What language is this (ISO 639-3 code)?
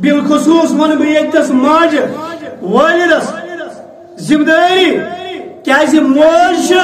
kas